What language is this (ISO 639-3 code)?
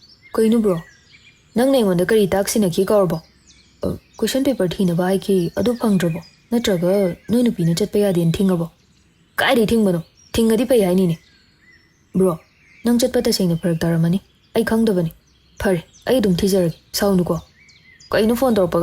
mni